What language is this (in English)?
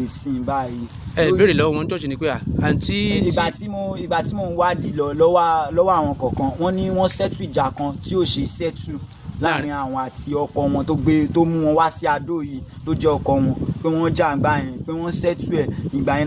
Yoruba